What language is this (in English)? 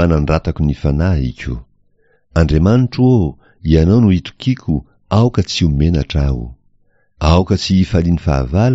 Malagasy